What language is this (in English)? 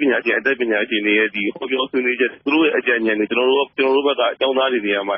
Burmese